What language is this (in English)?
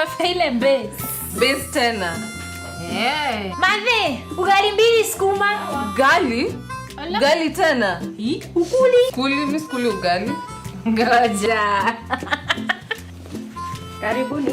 Meru